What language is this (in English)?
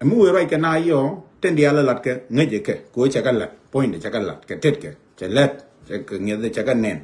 Nuer